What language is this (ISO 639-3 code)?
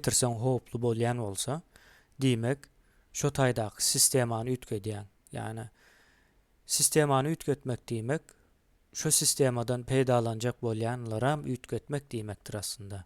tuk